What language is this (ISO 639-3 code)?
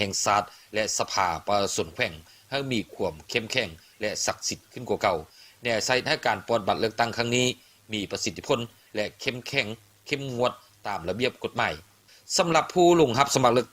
lao